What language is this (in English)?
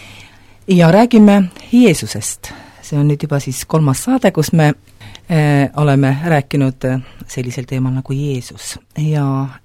Estonian